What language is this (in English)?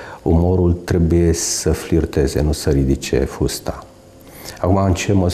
Romanian